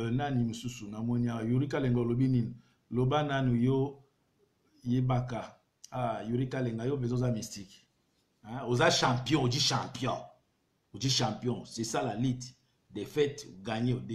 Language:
Lingala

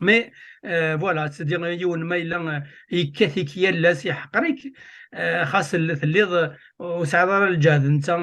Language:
Kabyle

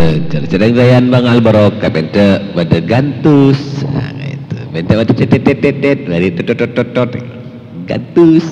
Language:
Madurese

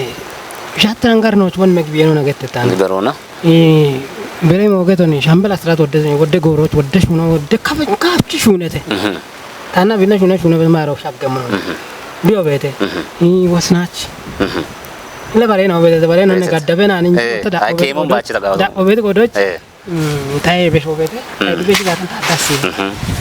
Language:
Kafa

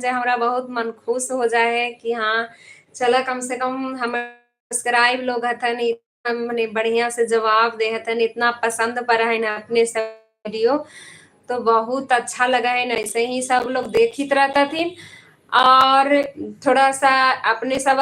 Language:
Magahi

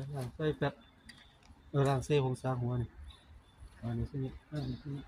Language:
Lao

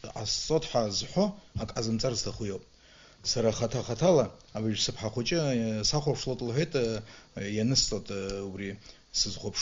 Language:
Abkhazian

